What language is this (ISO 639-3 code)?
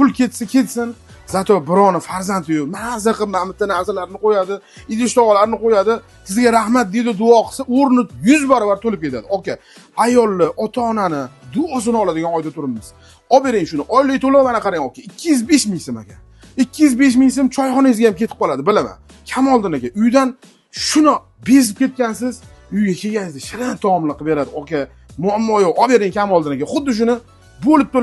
uzb